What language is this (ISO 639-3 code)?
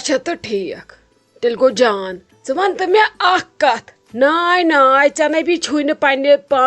kas